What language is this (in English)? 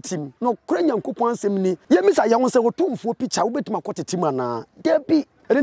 Akan